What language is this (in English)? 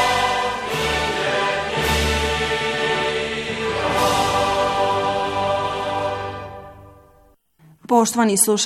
Bosnian